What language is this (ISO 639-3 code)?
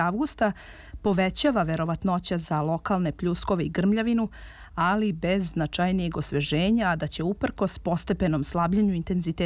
srp